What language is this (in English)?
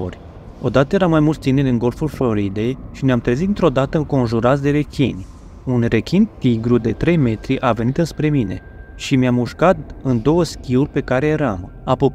Romanian